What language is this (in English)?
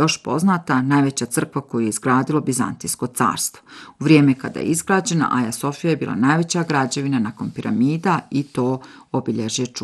Bosnian